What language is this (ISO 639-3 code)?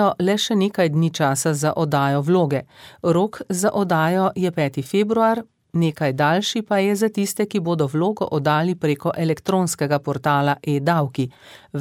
slv